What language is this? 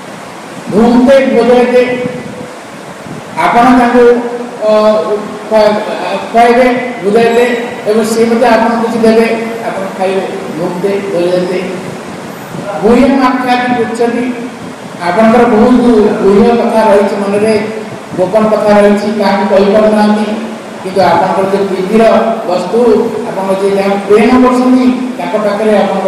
Odia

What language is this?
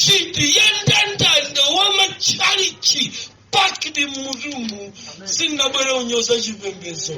Nyanja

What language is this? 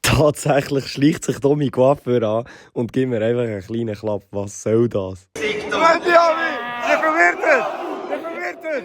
Swiss German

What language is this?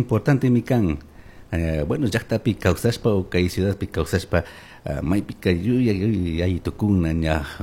Chimborazo Highland Quichua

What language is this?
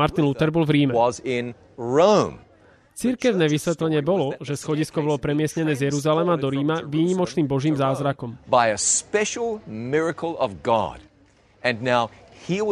Slovak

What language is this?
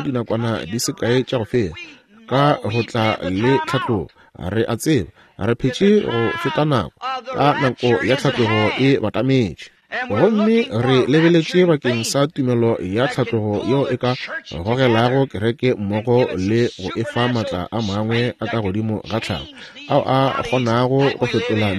Northern Sotho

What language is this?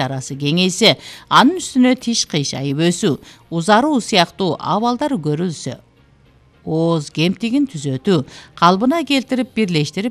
Kyrgyz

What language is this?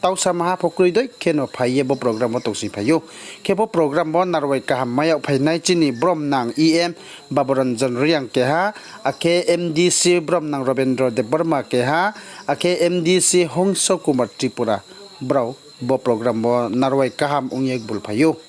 Riang (India)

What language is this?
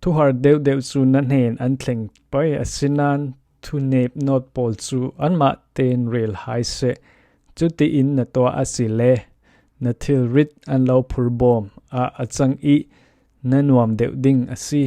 Falam Chin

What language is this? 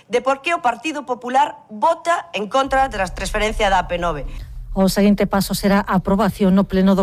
Galician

